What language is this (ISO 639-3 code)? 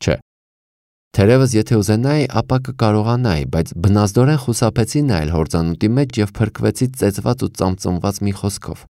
hye